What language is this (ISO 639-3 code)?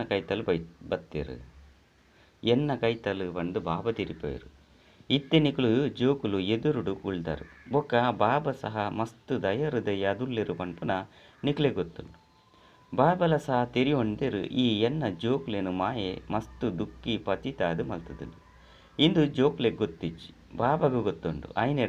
tcy